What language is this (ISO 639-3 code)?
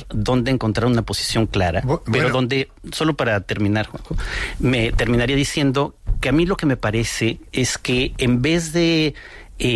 spa